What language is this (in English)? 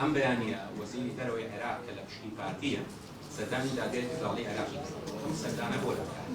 Central Kurdish